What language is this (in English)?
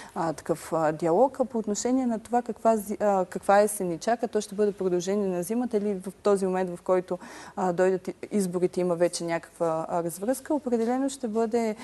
Bulgarian